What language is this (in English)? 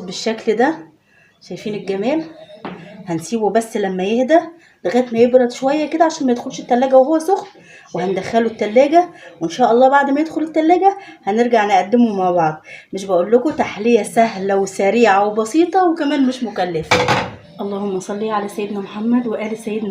Egyptian Arabic